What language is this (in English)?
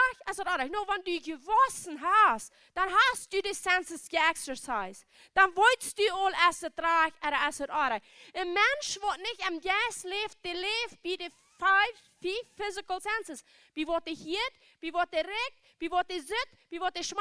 Plautdietsch